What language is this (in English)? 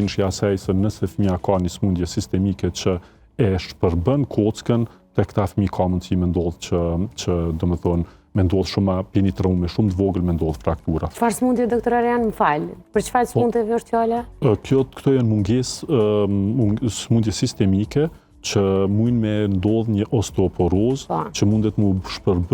Albanian